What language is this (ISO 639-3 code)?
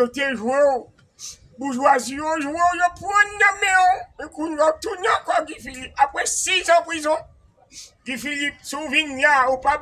hat